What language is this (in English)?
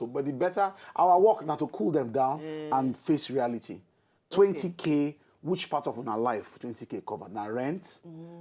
Nigerian Pidgin